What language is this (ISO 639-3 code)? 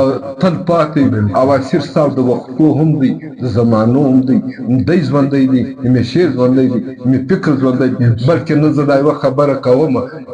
pus